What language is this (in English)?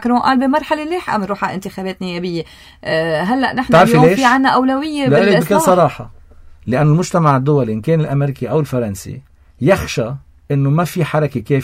North Levantine Arabic